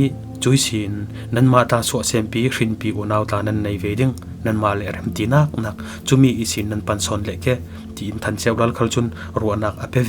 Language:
Falam Chin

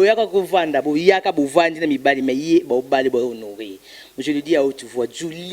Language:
Lingala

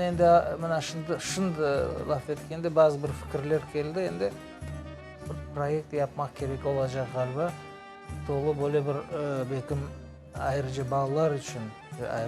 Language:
Crimean Tatar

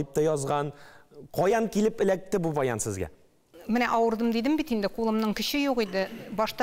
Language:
Tatar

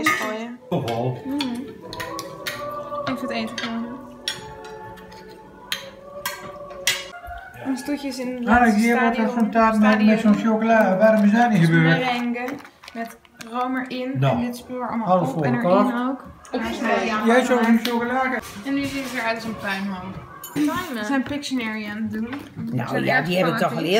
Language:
Dutch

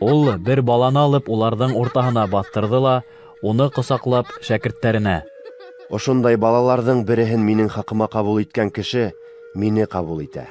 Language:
Bashkir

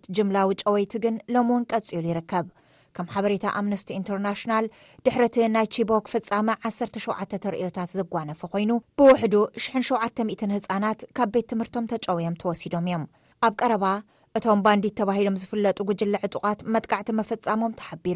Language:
Tigrinya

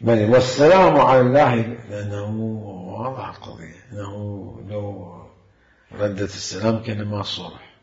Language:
Mesopotamian Arabic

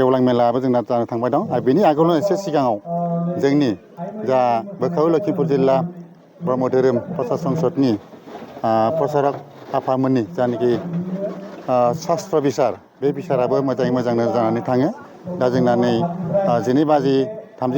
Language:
Bodo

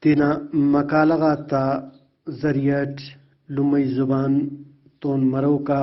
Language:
Brahui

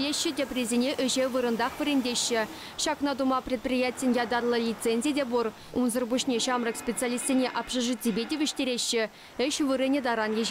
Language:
Chuvash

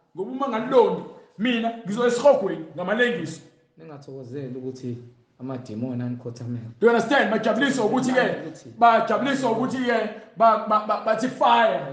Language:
Zulu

